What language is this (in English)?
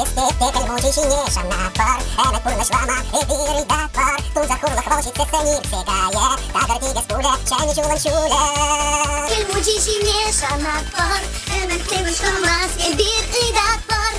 Chuvash